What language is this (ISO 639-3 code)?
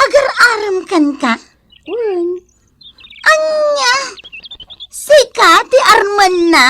ilo